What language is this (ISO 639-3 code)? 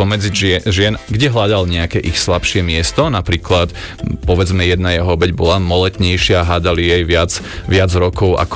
slk